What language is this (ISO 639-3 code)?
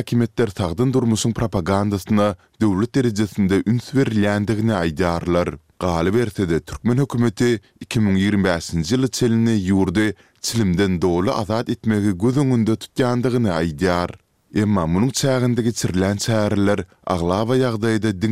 tuk